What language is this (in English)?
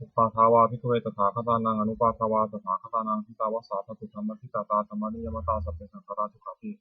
Pali